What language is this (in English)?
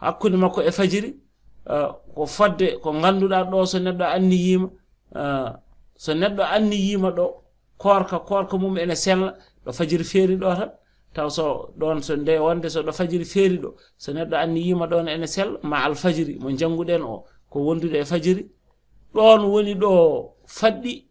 Fula